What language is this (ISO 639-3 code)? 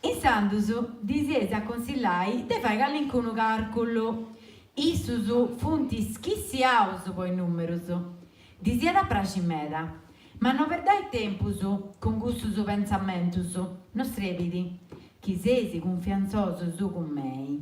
srd